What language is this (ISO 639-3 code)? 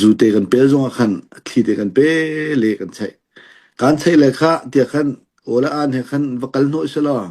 cnh